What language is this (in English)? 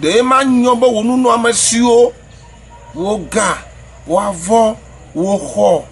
Ewe